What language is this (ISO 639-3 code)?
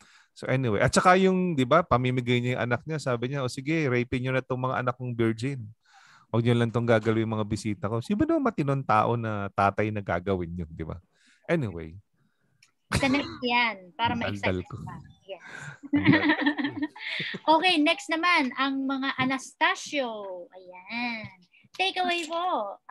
fil